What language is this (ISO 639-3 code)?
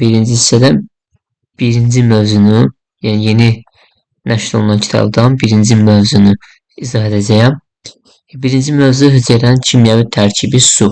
aze